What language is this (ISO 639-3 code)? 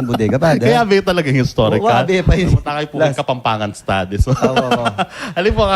pam